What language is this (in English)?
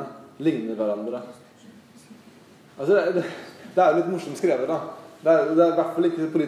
Norwegian